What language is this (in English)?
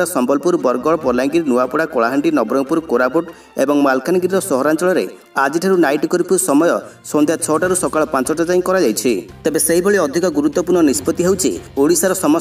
Odia